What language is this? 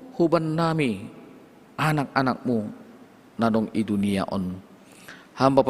Batak Simalungun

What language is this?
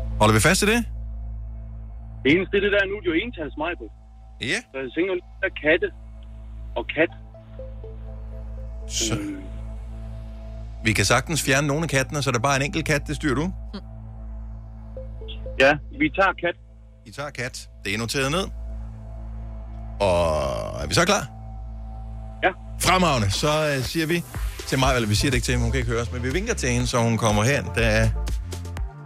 Danish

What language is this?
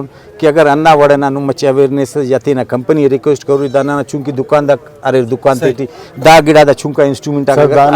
Brahui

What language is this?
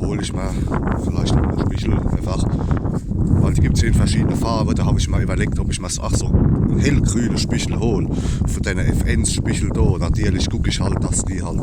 Palatine German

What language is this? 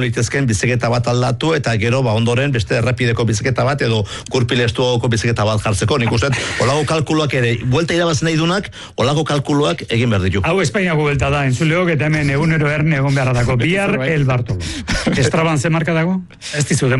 Basque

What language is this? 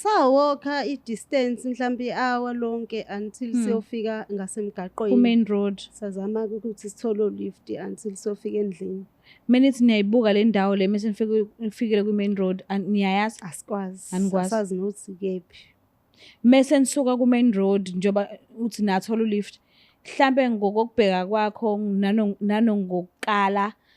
Zulu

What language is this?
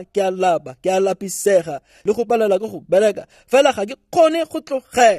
Tswana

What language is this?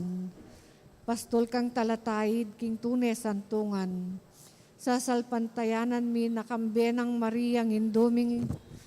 Pampanga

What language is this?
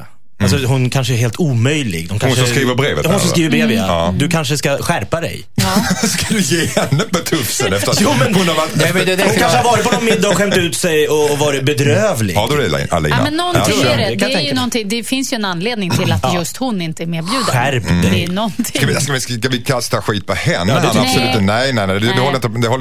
Swedish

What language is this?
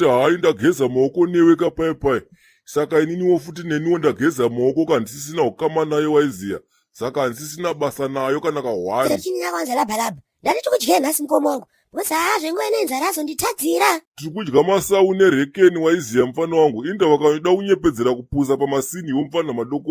Shona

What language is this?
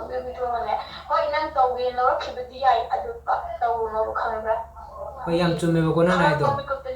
Manipuri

